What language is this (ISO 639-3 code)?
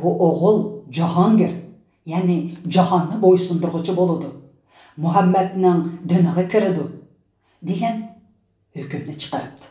uig